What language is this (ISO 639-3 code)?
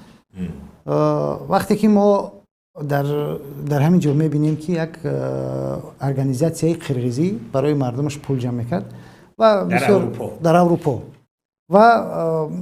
tgk